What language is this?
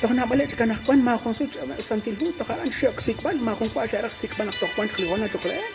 Kekchí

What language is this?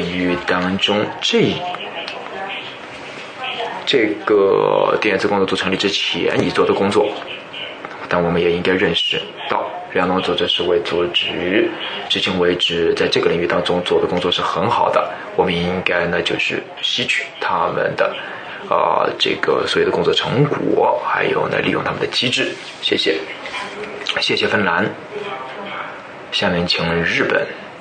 Chinese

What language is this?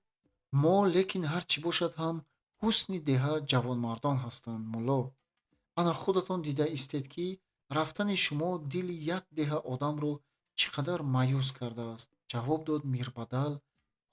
Tajik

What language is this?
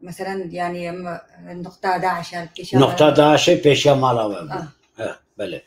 Kurdish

